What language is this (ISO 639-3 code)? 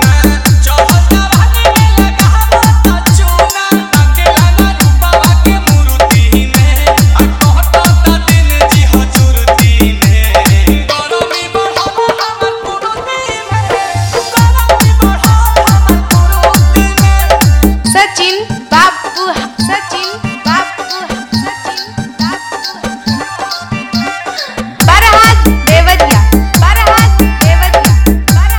bho